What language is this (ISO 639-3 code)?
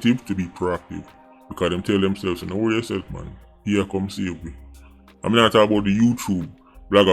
jam